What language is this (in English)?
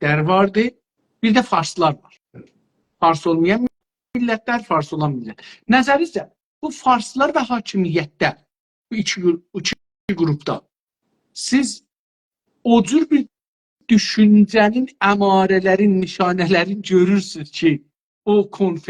South Azerbaijani